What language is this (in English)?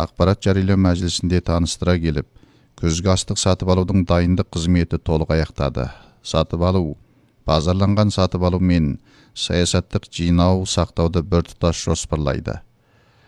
Kazakh